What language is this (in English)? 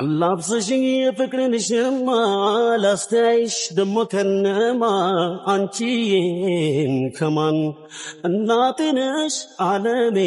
Amharic